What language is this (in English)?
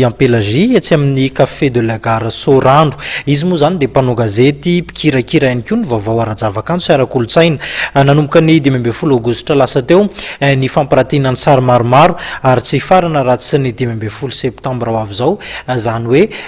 Malagasy